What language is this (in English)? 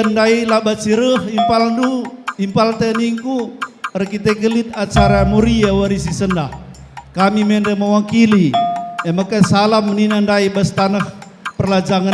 Batak Karo